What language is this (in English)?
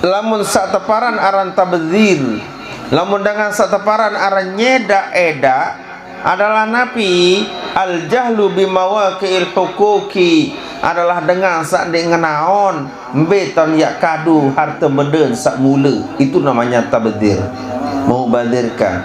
Sasak